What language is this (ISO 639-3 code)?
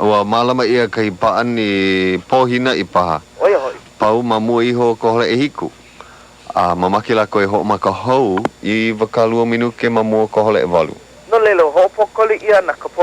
haw